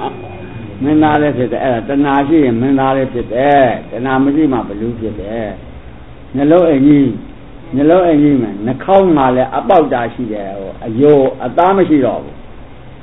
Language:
Burmese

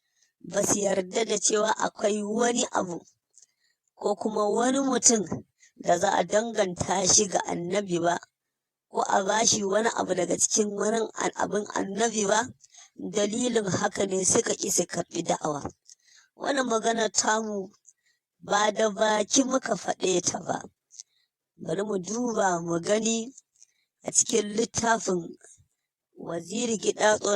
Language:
Hausa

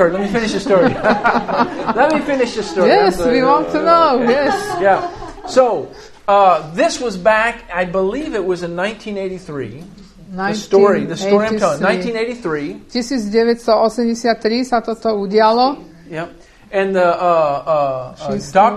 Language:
Slovak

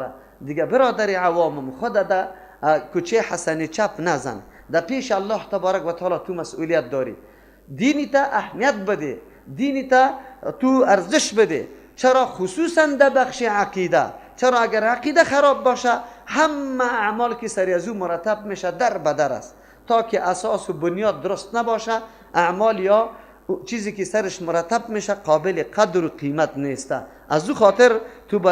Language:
Persian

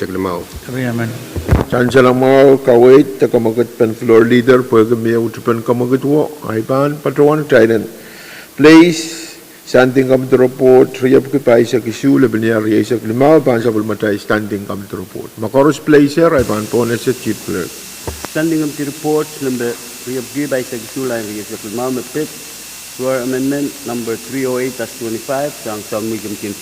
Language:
Pohnpeian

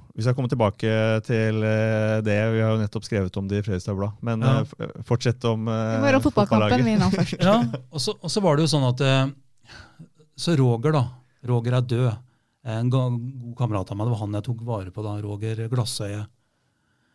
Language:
Norwegian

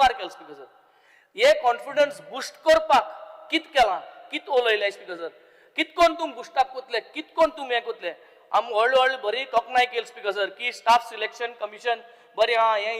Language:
Konkani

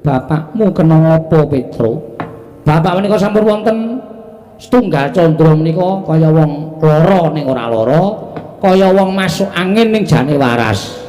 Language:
Javanese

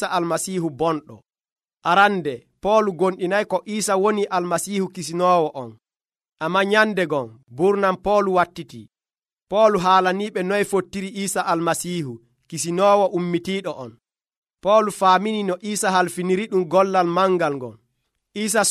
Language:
Nigerian Fulfulde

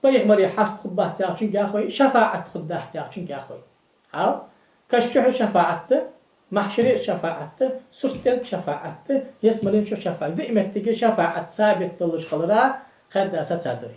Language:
Ingush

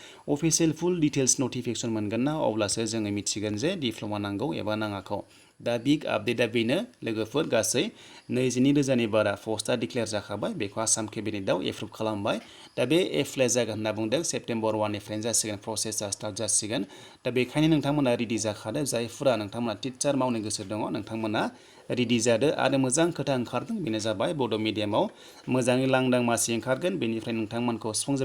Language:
Bodo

